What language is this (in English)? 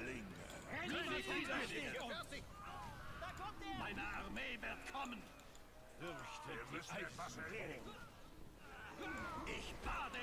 German